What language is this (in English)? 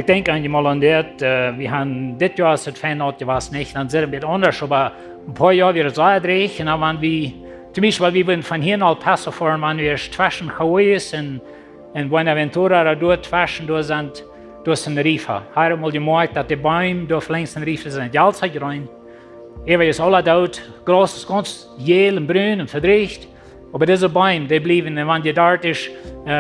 Plautdietsch